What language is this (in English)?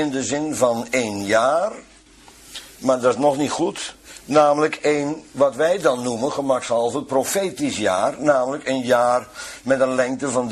Dutch